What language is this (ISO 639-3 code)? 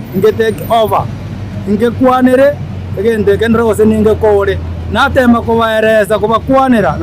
guz